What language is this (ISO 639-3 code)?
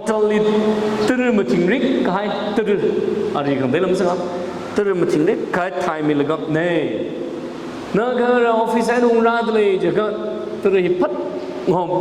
nmf